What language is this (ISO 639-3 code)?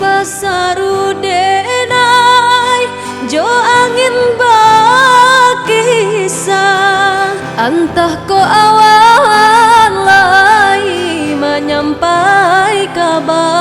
min